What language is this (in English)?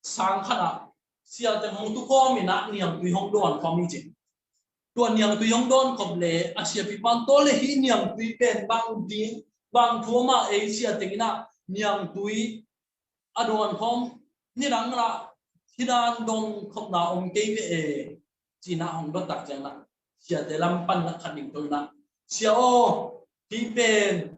Tedim Chin